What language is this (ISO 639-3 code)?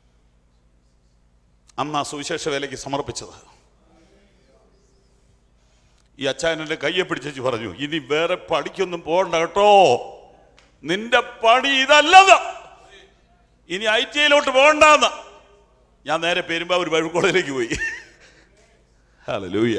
mal